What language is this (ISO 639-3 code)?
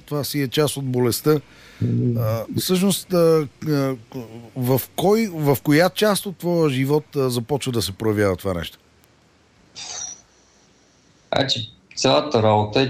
bul